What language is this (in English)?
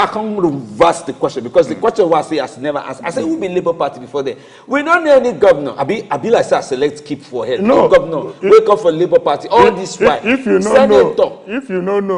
Nigerian Pidgin